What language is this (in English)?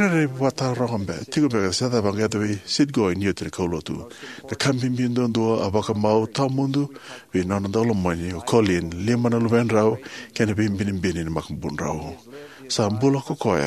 Fijian